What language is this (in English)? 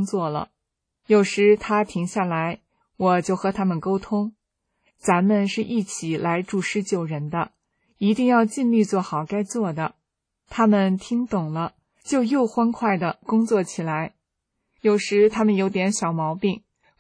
Chinese